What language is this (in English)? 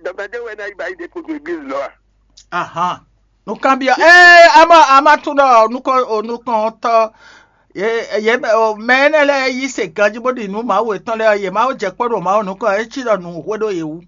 Fon